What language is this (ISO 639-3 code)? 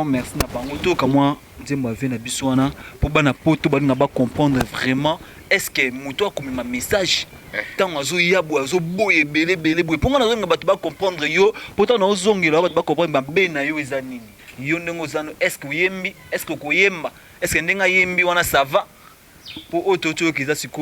lin